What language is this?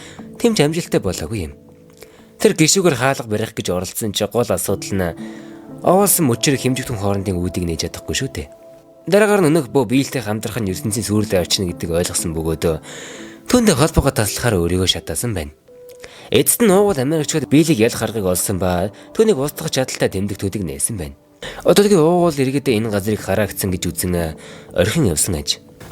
Mongolian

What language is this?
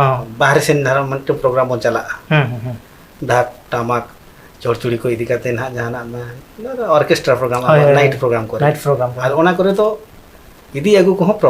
Santali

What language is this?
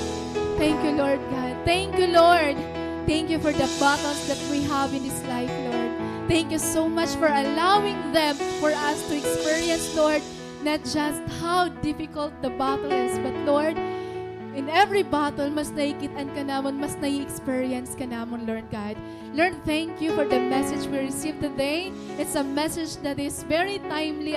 Waray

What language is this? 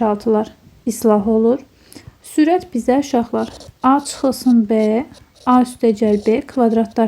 Azerbaijani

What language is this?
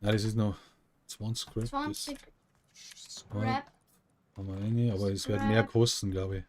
Bavarian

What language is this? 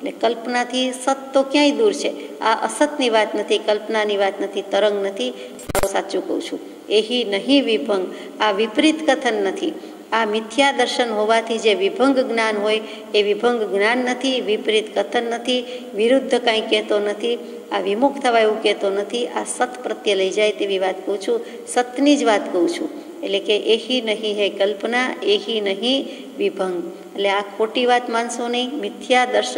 Gujarati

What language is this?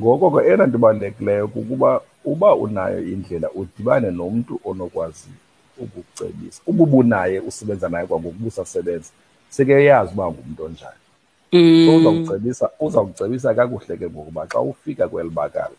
Xhosa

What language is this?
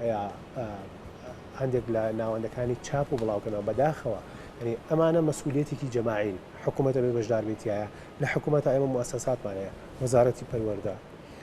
Central Kurdish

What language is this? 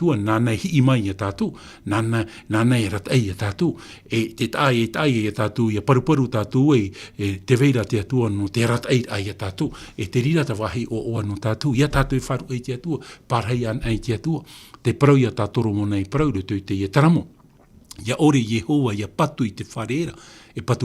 Tahitian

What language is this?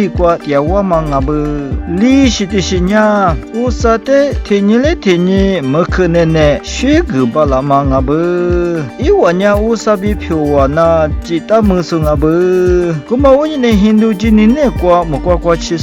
Lisu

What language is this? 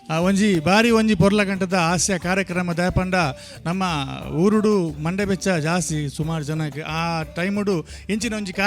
Tulu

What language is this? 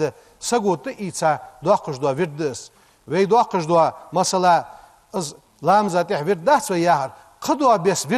Ingush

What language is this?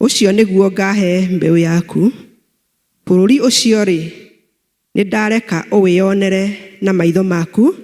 Kikuyu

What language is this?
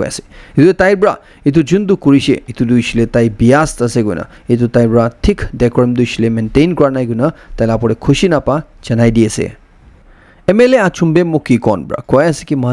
Naga Pidgin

